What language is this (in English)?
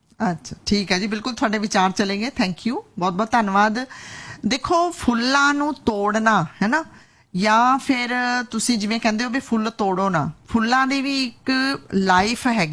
Punjabi